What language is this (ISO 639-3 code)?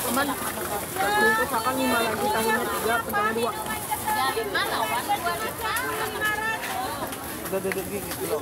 bjn